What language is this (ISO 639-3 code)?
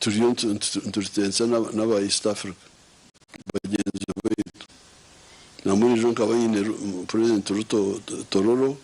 nyn